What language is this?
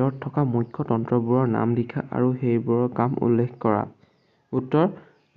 Assamese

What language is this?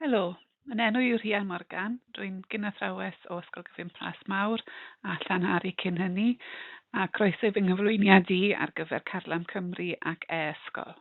Welsh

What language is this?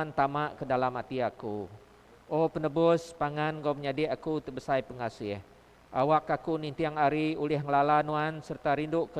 Iban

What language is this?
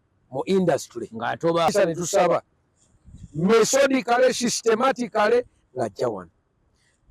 Ganda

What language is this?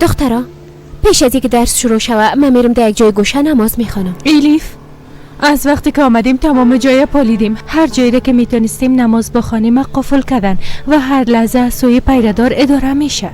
Persian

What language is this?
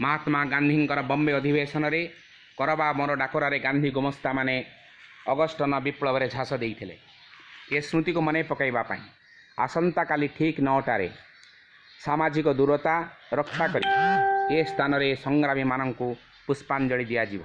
Odia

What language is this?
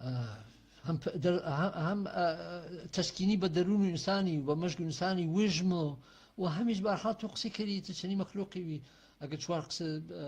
Gurani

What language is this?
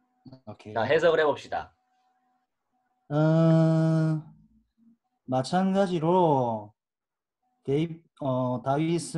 Korean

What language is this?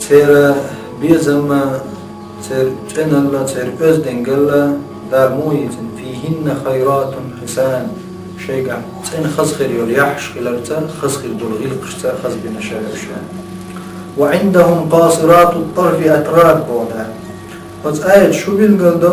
Chechen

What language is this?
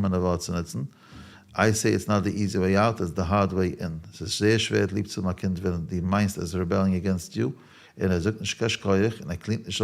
Yiddish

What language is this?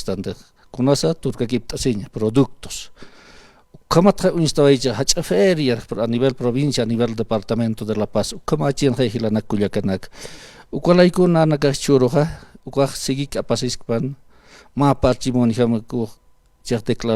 Aymara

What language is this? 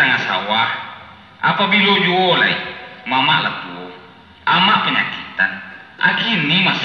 Minangkabau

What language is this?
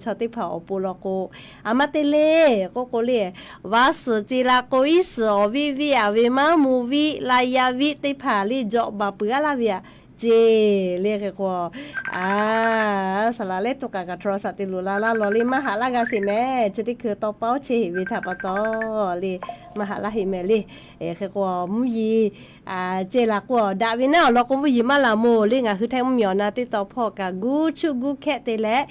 Lahu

